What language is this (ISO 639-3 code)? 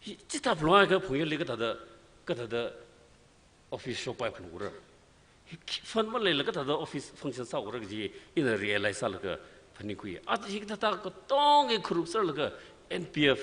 nmf